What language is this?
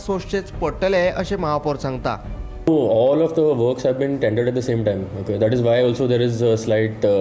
Konkani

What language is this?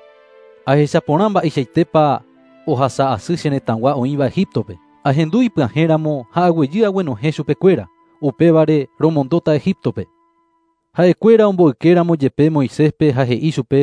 Guarani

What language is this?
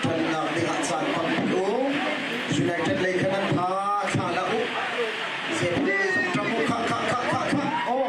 Hakha Chin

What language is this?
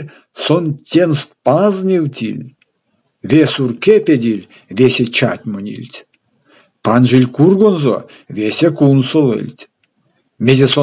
Erzya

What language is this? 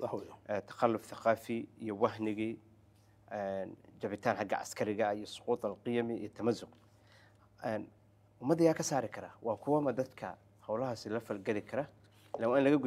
Somali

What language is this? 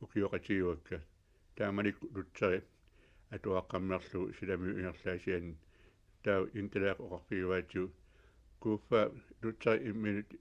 Kalaallisut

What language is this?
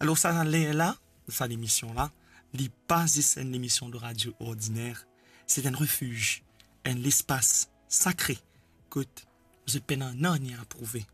Morisyen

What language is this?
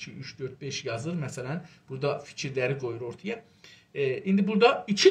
South Azerbaijani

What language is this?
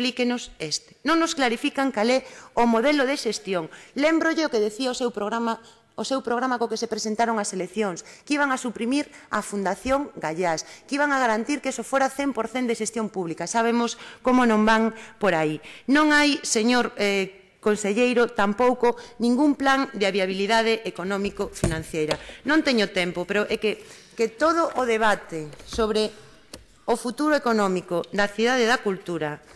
Galician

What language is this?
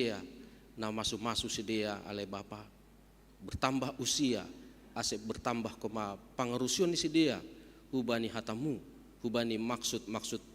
Batak Simalungun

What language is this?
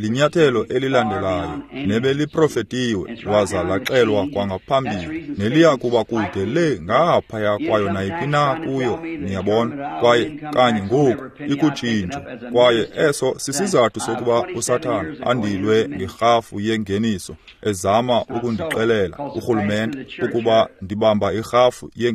Xhosa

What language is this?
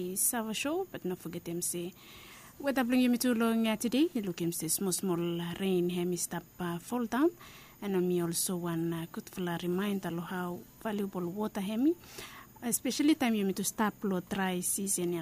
Bislama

